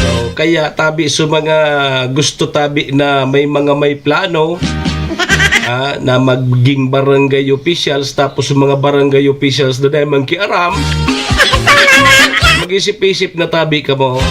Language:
Bikol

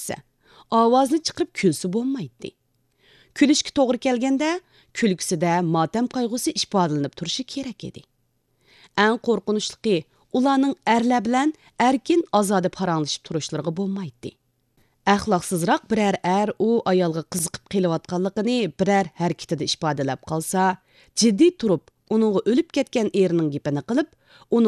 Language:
Uyghur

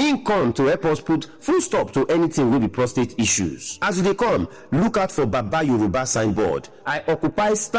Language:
Nigerian Pidgin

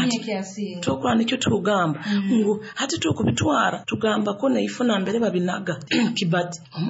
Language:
Nyoro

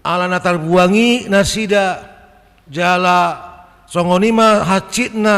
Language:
Batak Toba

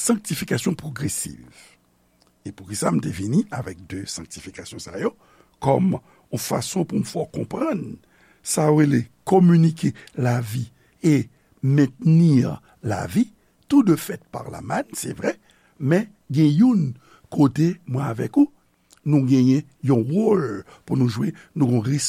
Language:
Haitian Creole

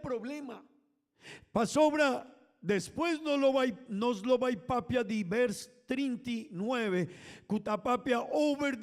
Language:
Papiamento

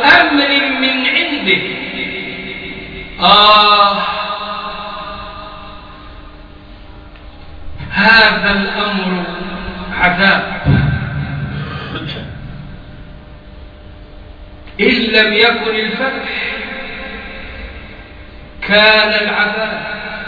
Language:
Arabic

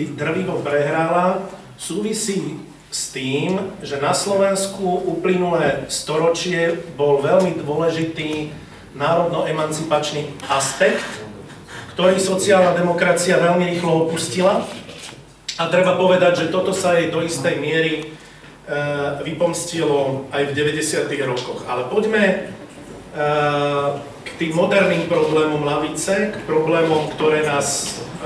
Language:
Slovak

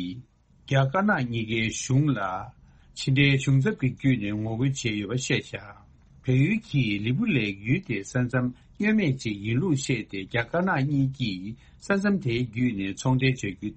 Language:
Tibetan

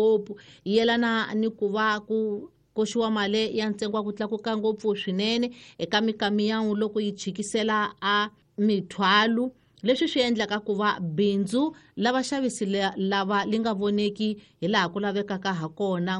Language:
Tsonga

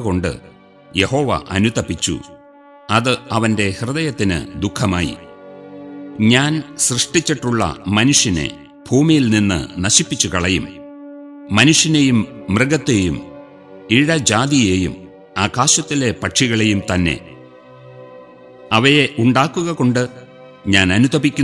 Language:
Malayalam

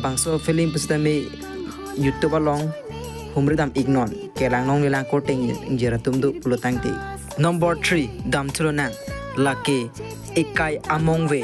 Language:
Karbi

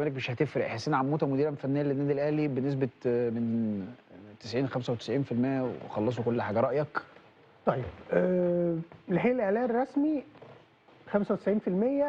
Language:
Egyptian Arabic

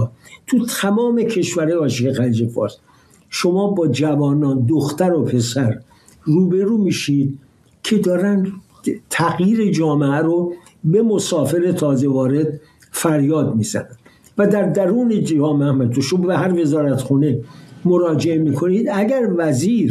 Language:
Persian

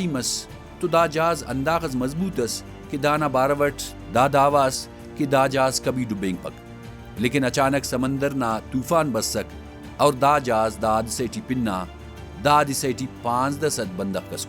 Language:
Brahui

